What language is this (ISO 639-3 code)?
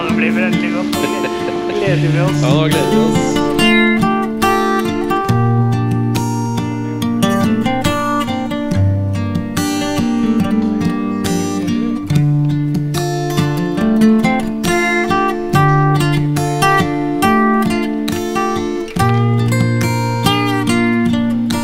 nor